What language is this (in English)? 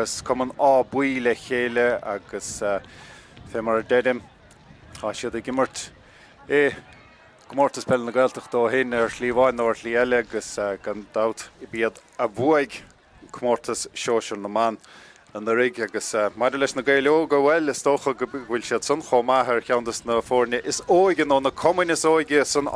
Irish